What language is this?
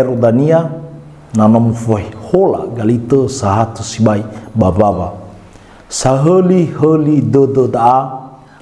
Nias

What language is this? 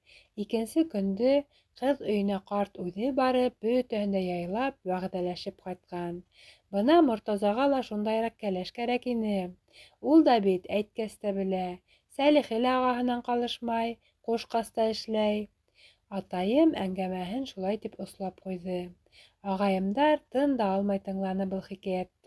Bashkir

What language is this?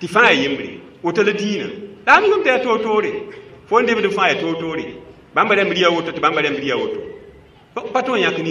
Mossi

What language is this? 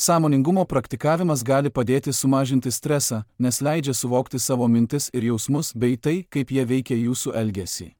Lithuanian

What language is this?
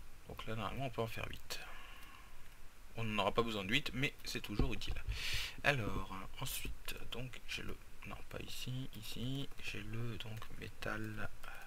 French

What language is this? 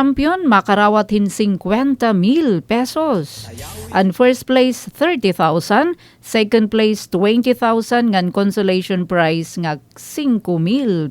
Waray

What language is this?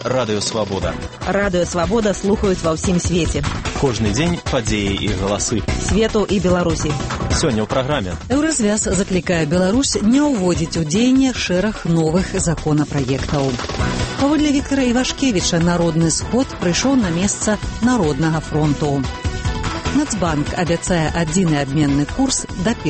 Belarusian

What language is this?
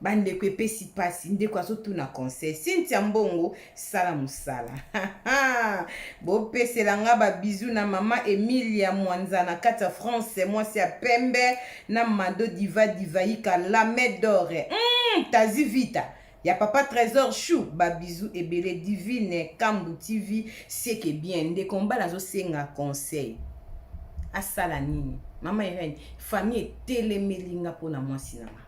Lingala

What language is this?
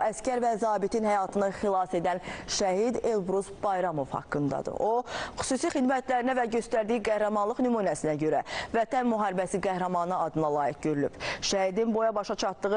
Azerbaijani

